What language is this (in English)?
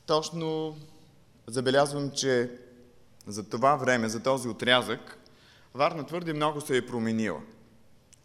Bulgarian